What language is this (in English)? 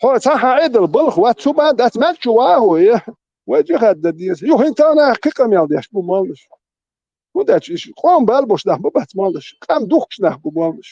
Chechen